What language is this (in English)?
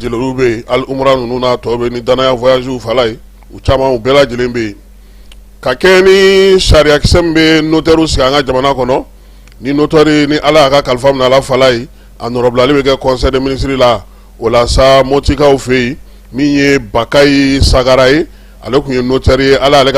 Bambara